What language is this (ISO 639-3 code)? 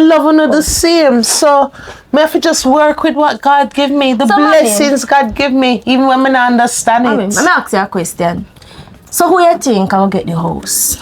jam